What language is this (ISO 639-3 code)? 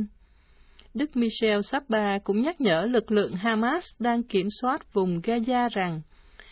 vie